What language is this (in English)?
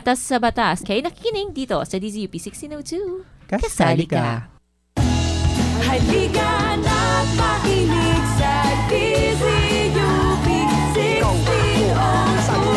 Filipino